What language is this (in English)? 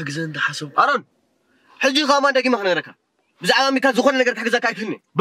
Tigrinya